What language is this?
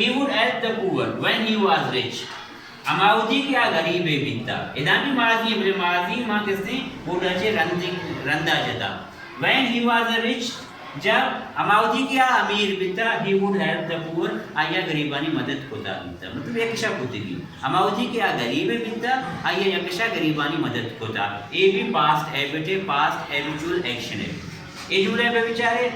Baluchi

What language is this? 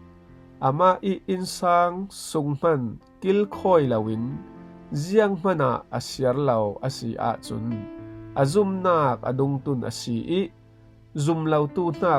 Falam Chin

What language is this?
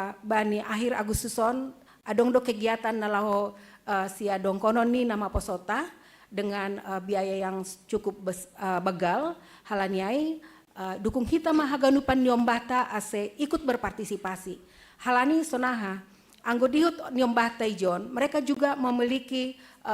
Batak Simalungun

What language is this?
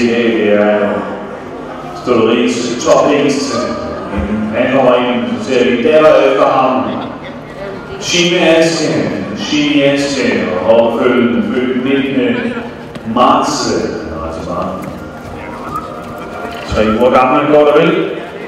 Danish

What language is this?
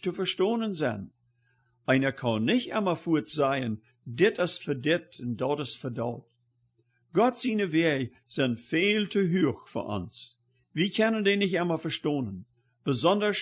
Plautdietsch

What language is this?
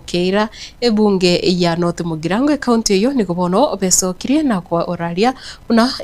Gusii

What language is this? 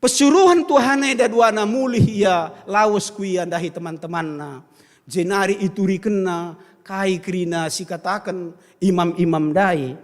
Batak Karo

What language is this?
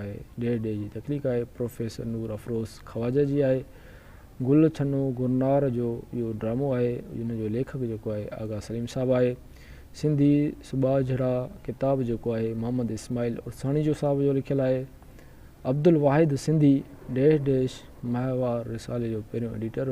Sindhi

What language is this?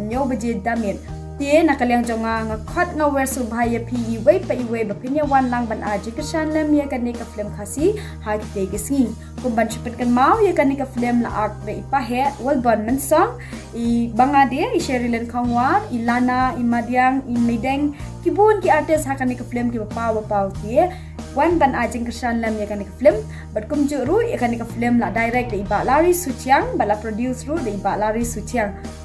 Khasi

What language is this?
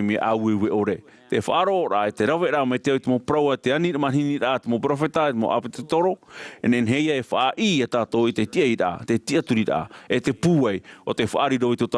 Tahitian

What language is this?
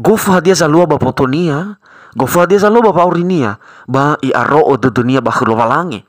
Nias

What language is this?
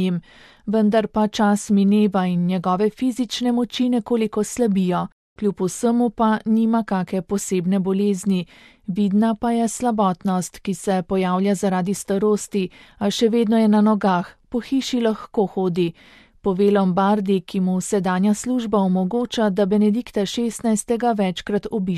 Slovenian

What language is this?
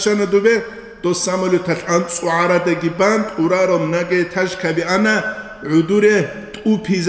Avaric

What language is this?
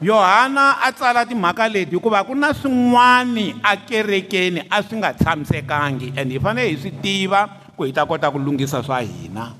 Tsonga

